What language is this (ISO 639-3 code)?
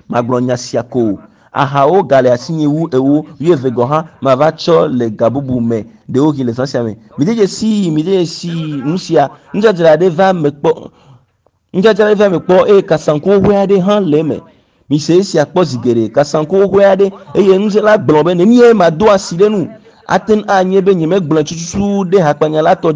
ewe